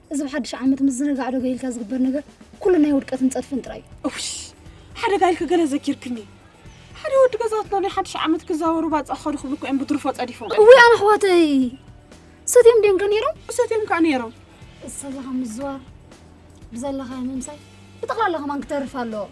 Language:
Tigrinya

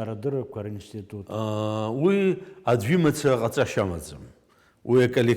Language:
Abkhazian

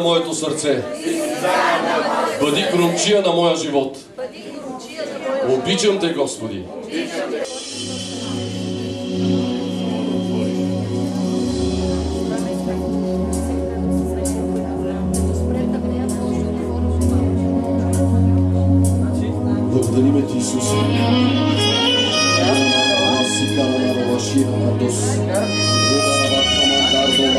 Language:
Bulgarian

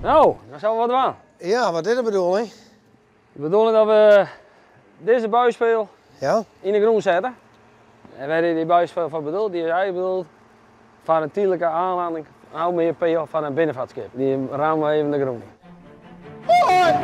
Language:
Western Frisian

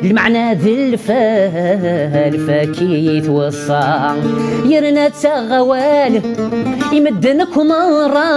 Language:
Kabyle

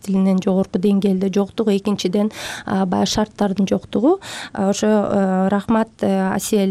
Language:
Kyrgyz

